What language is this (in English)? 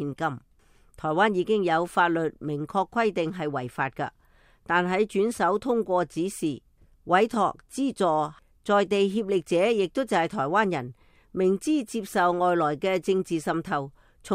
Cantonese